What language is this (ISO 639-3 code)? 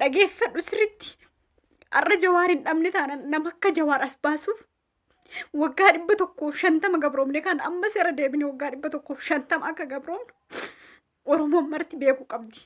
orm